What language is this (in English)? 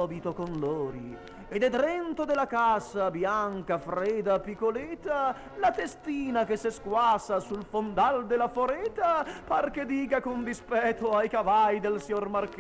Venetian